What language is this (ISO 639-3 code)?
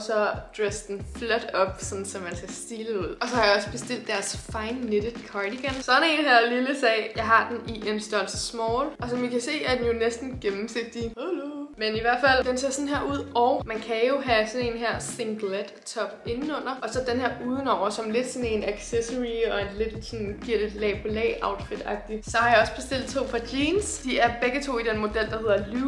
dan